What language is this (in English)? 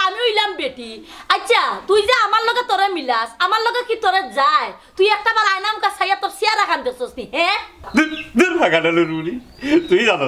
Sylheti